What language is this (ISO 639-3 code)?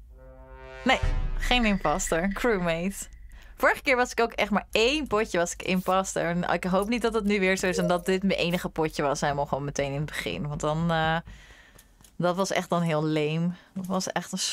nld